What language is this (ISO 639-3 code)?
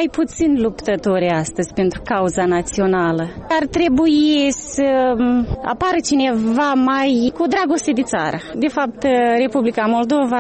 ron